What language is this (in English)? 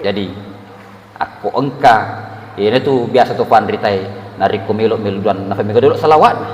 Buginese